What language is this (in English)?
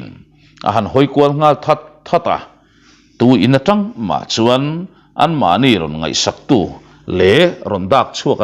Mizo